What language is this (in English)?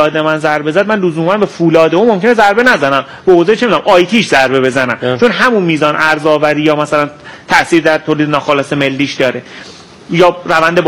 Persian